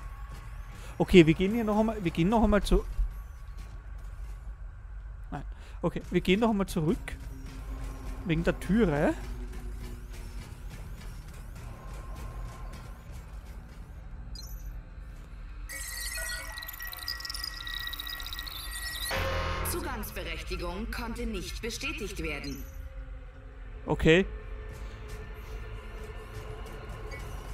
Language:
German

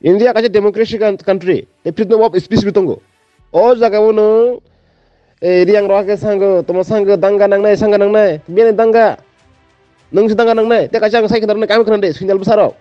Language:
Riang (India)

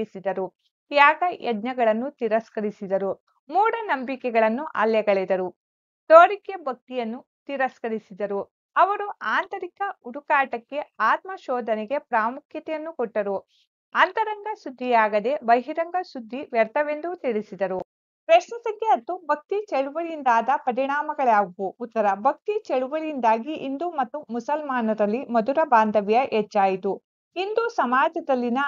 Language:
Kannada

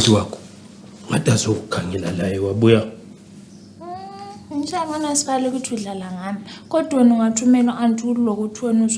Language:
North Ndebele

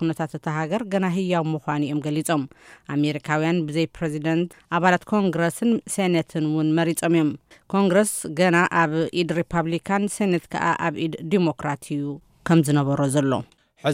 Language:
Tigrinya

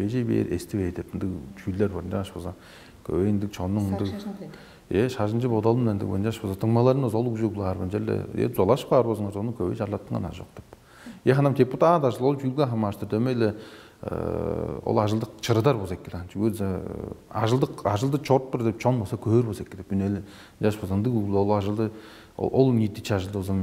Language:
Tuvinian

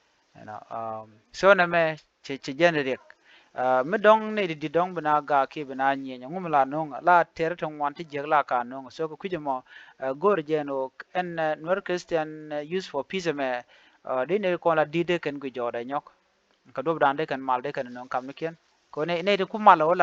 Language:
Nuer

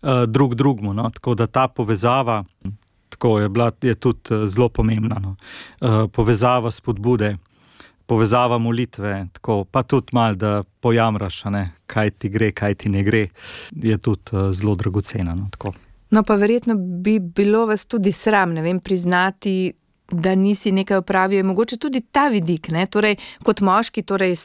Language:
Slovenian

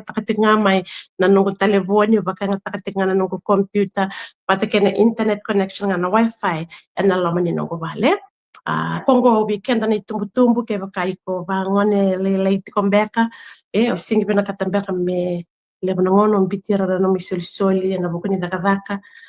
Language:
Fijian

